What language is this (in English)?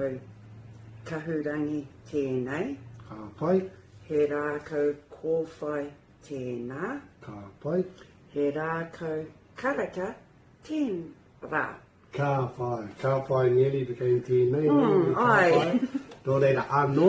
Māori